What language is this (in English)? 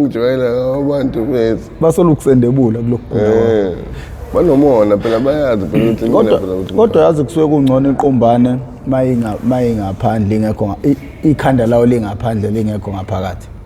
Zulu